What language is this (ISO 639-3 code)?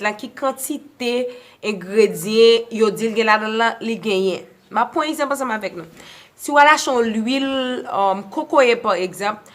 hat